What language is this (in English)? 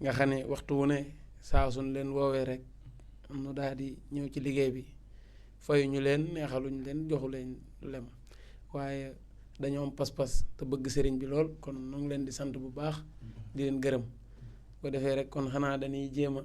Wolof